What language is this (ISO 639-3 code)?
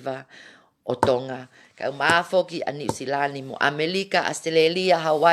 ton